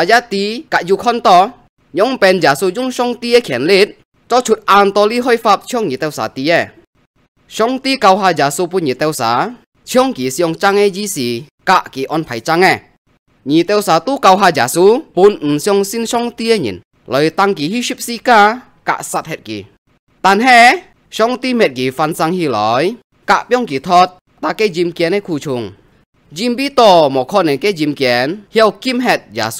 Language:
Hakka Chinese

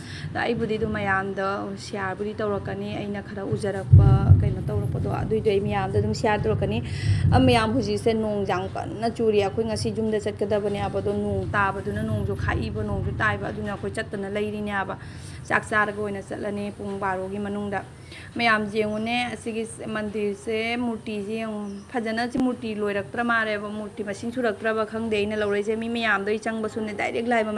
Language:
Manipuri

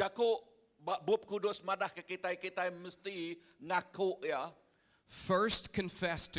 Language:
Iban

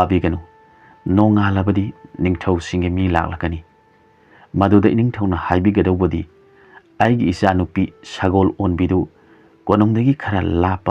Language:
Manipuri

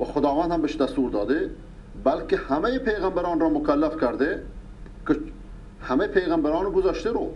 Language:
Persian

